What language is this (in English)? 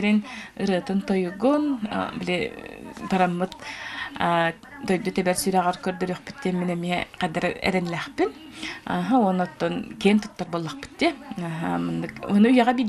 Yakut